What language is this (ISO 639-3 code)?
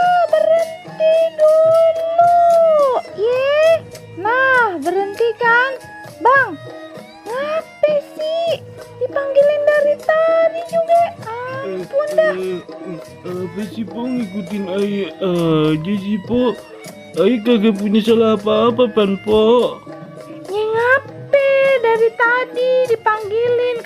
bew